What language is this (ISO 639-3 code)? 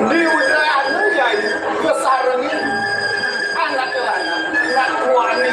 ban